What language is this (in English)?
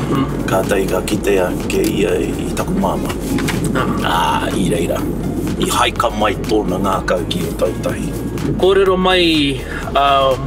Māori